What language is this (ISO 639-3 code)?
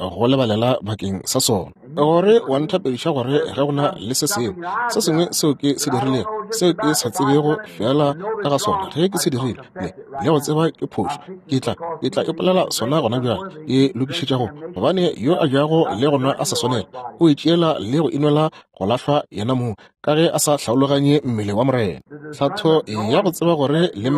nso